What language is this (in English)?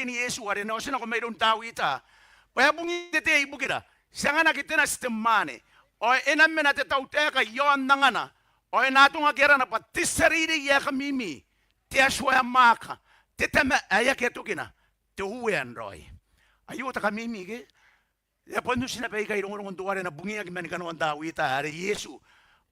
Gilbertese